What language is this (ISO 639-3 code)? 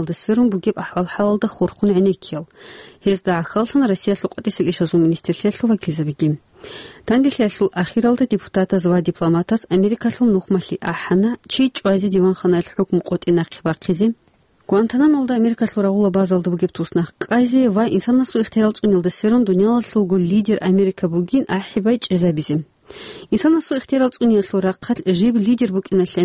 ava